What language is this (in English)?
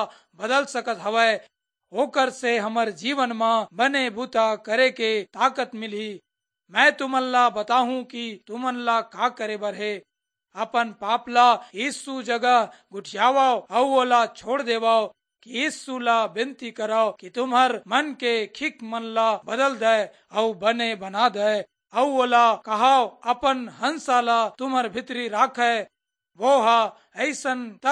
Chhattisgarhi